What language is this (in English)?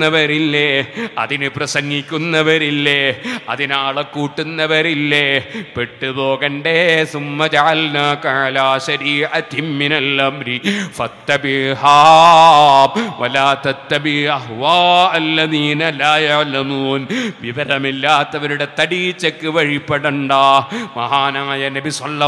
Malayalam